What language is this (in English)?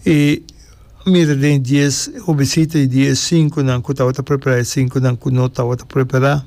Papiamento